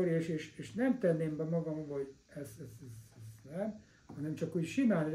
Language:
Hungarian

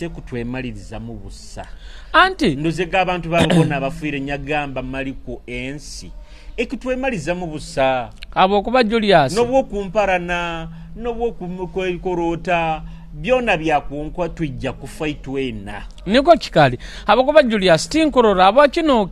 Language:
Nyoro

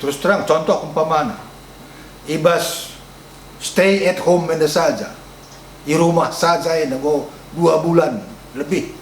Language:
Batak Karo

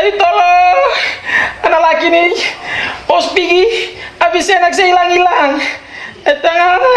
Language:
Ambonese Malay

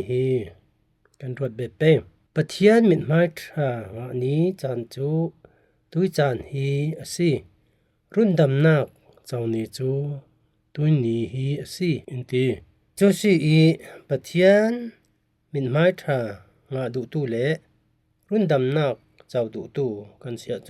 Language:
Falam Chin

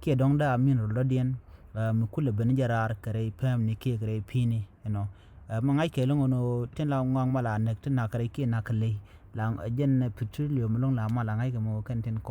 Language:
Nuer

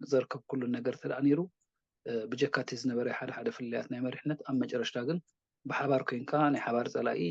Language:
Tigrinya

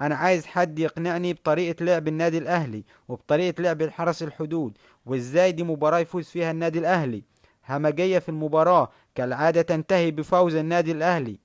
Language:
Egyptian Arabic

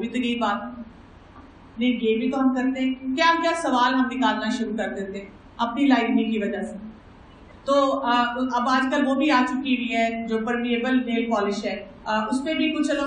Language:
Urdu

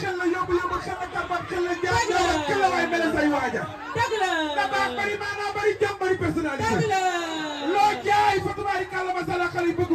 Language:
Wolof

